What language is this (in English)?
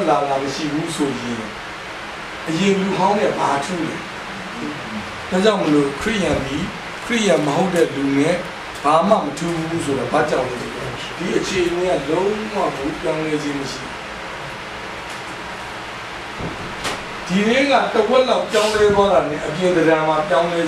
Burmese